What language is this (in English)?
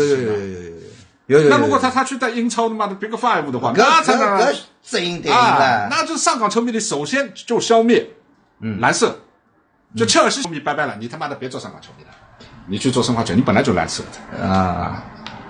Chinese